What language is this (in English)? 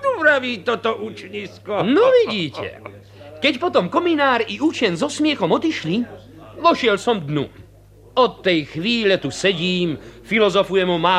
Slovak